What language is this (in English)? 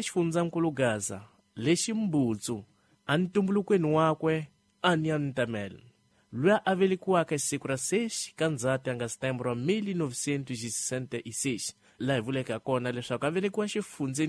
Tsonga